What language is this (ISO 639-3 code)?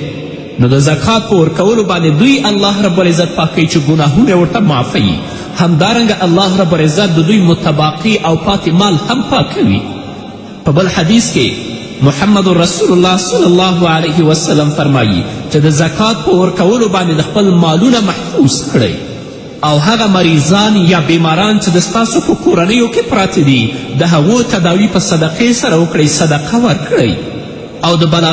pus